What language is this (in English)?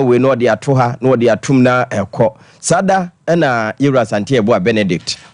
Akan